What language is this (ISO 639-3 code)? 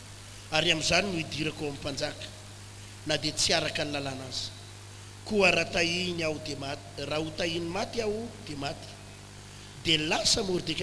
mlg